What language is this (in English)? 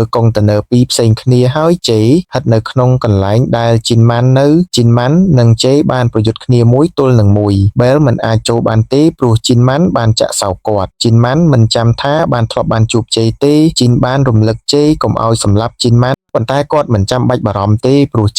Khmer